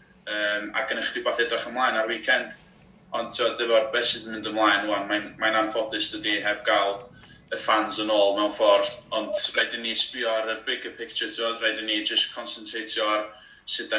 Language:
Welsh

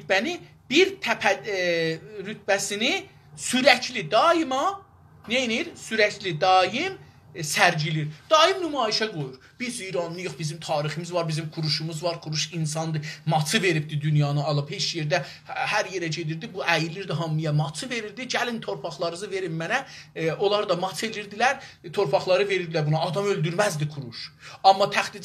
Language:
South Azerbaijani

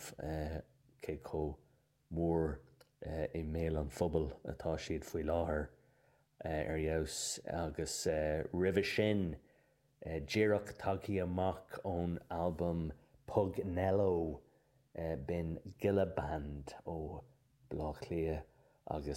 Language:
Irish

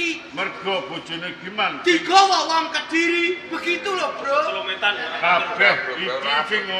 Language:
Javanese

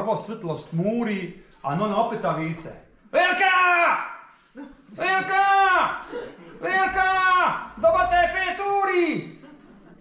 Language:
Croatian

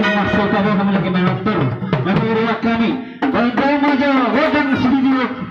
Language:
Batak Toba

